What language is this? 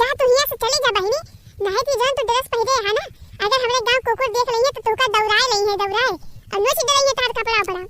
Awadhi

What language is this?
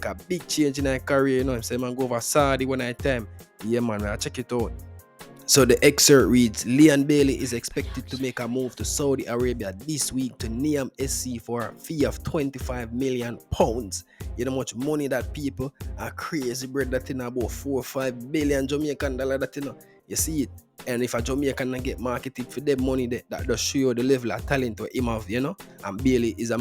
Jamaican Creole English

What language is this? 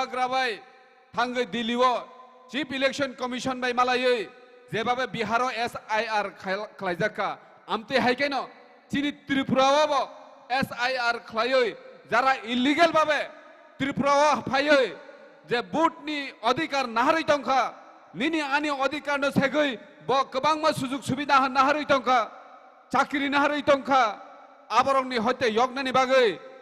Kok Borok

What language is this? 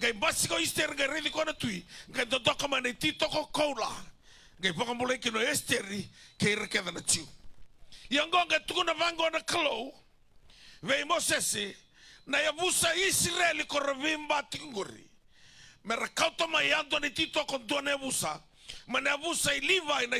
Fijian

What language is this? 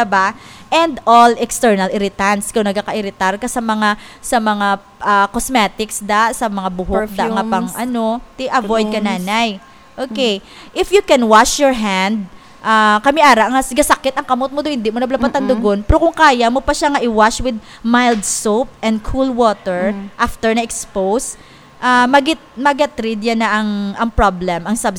Hiligaynon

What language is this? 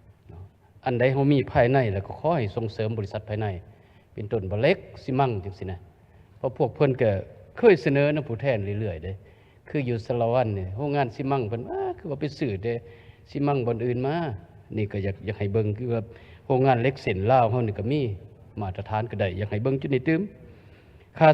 Lao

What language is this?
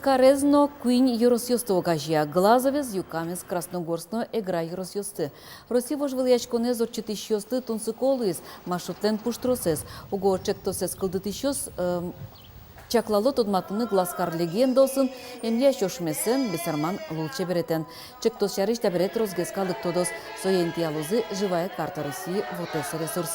Udmurt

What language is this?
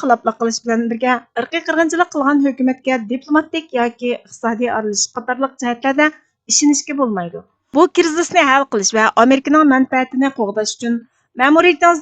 Uyghur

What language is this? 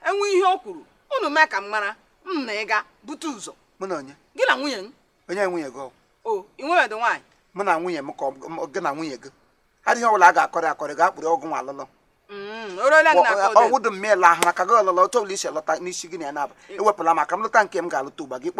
Igbo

